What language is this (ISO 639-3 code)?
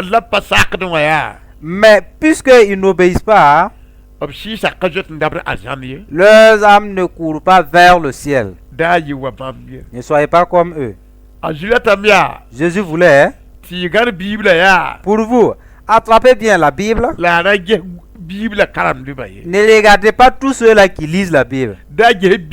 mos